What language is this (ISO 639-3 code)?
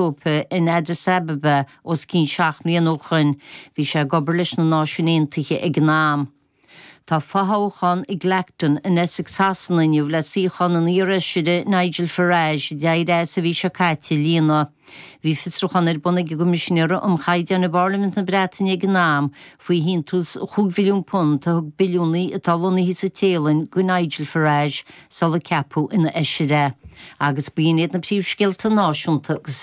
gle